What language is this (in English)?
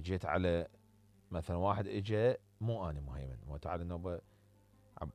Mesopotamian Arabic